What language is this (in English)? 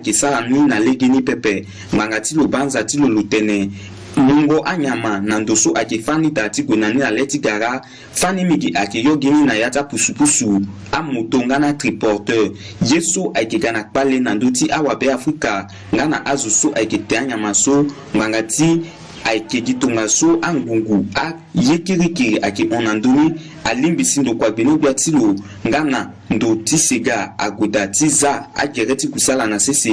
Sango